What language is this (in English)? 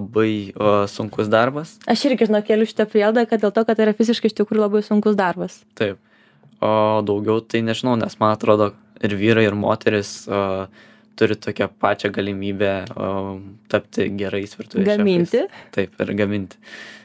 Lithuanian